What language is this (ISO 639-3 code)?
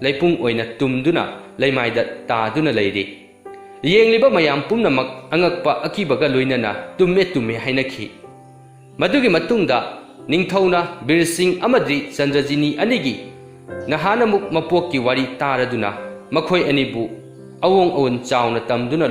mni